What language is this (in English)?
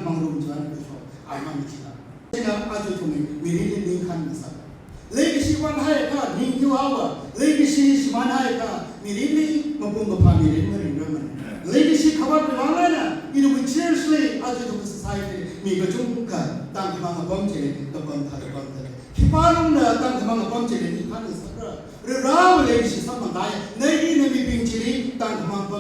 Tangkhul Naga (India)